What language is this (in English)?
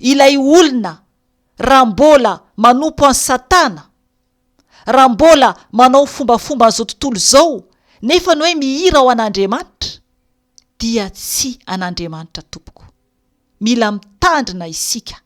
Malagasy